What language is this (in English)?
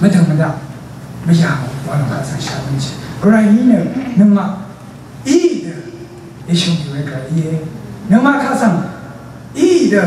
Rawang